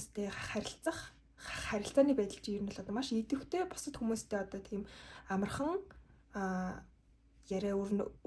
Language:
Mongolian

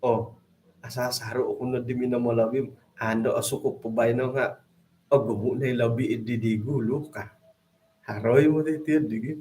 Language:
Central Dusun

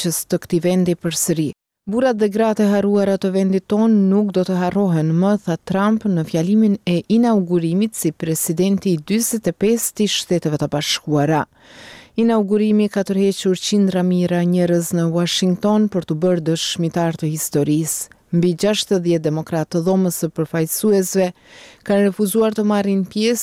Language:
Albanian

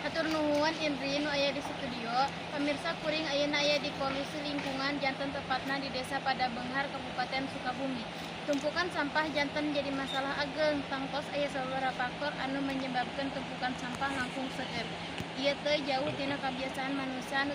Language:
Sundanese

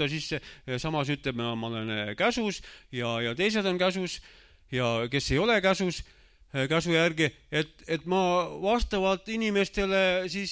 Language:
Estonian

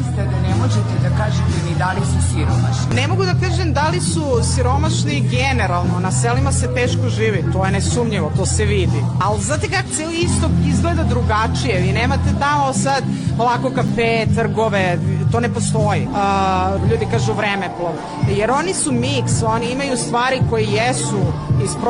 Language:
Bosnian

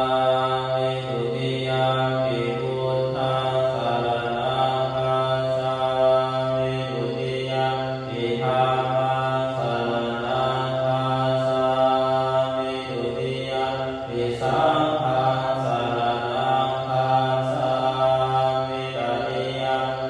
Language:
Pali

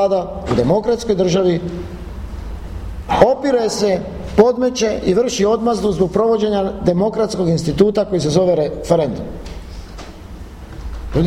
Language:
Croatian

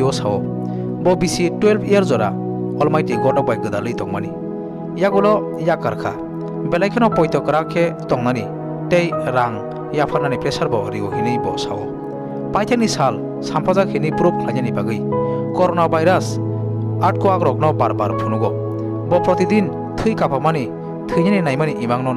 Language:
Kok Borok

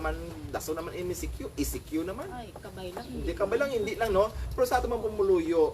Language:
Hiligaynon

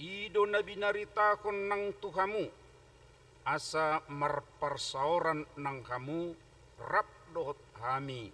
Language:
Batak Toba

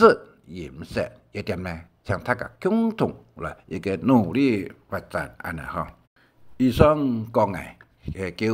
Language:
Hakka Chinese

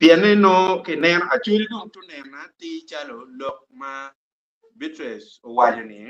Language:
Acoli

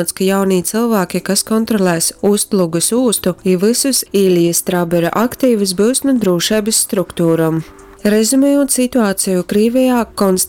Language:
Latgalian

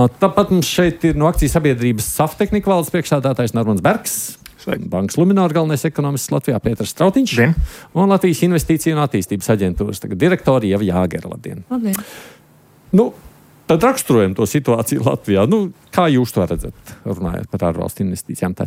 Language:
Latvian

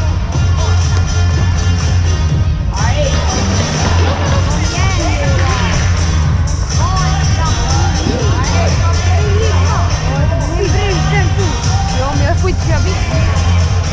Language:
Swedish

